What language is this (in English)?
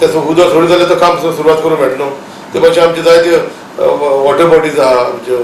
Konkani